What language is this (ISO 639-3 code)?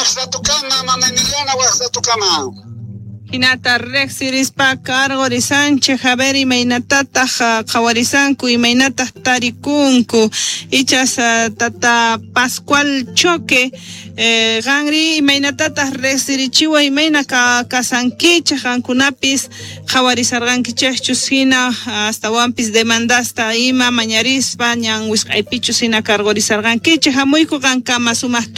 que